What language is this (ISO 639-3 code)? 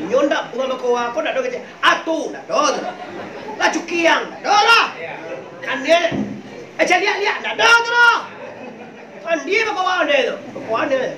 min